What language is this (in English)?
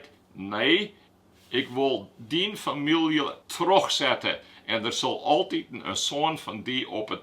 Western Frisian